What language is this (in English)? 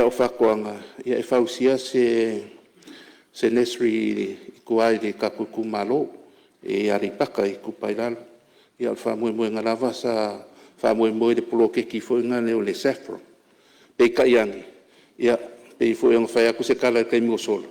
Samoan